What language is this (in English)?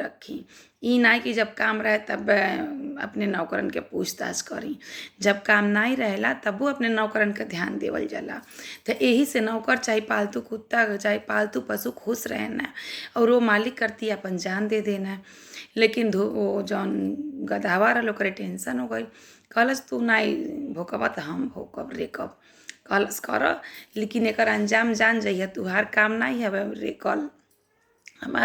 Bhojpuri